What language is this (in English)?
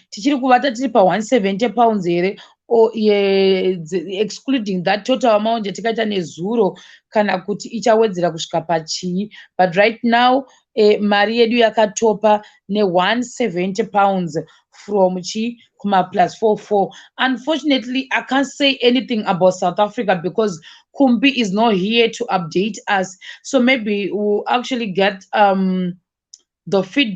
Shona